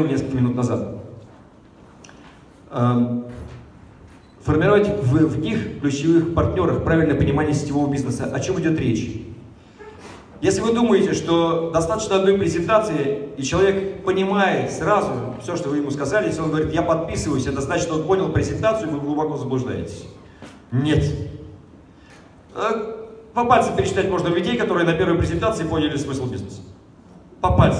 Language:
Russian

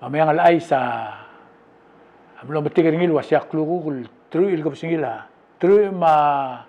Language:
Palauan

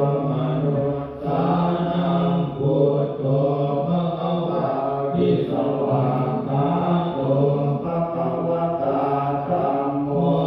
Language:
Pali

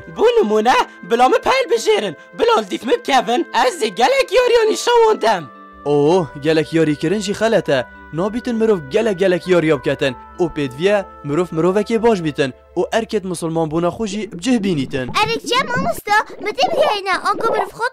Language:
Kurdish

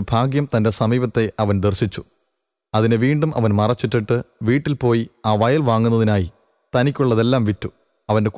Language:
Malayalam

